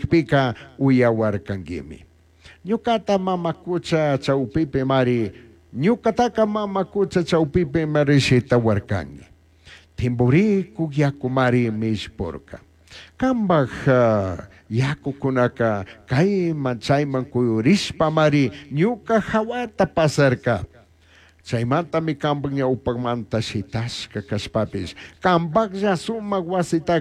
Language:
Chimborazo Highland Quichua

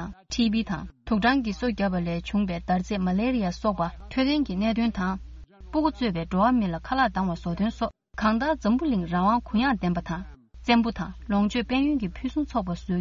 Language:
Tibetan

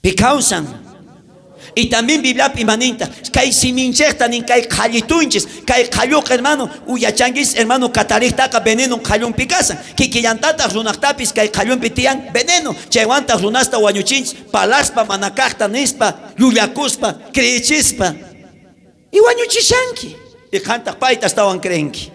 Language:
South Bolivian Quechua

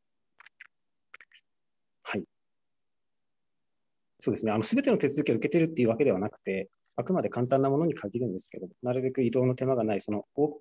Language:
Japanese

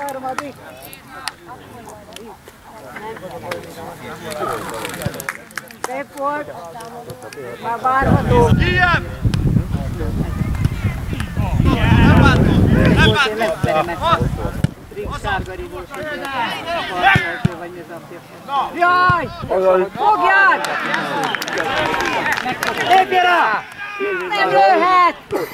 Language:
Hungarian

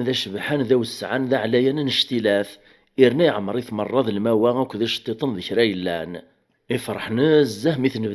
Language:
Kabyle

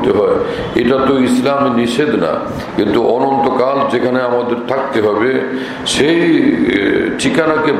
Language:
Bangla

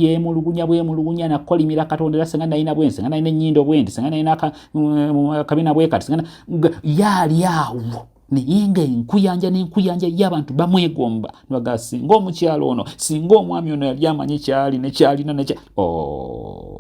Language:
Ganda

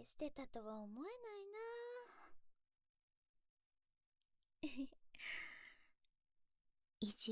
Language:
Japanese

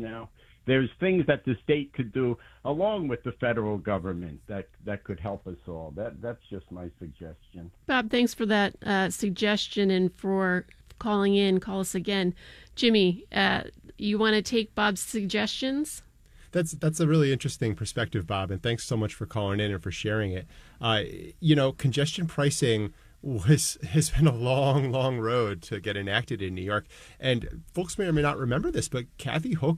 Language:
English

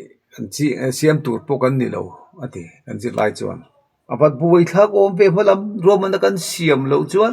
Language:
Mizo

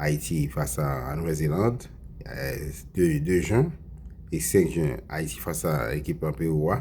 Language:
Haitian Creole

